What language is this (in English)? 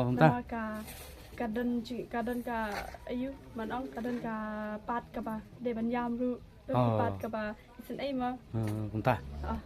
Khasi